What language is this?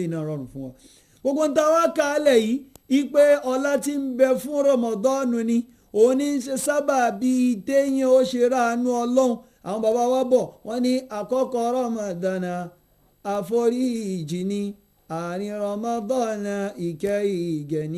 Yoruba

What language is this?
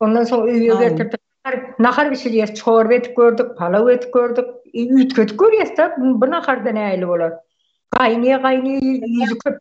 Turkmen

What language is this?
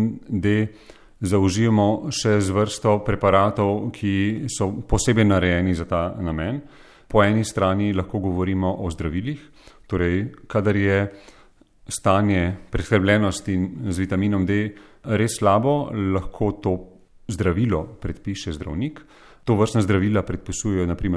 Slovenian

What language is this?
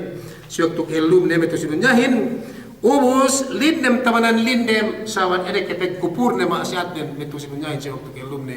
Yakan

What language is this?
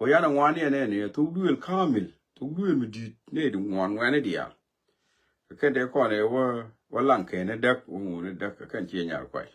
Nuer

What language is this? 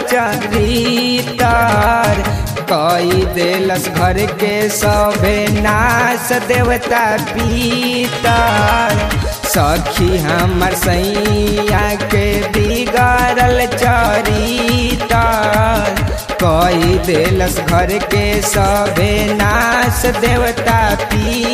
Bhojpuri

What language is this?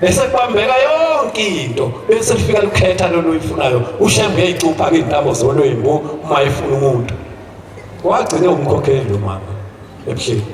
Zulu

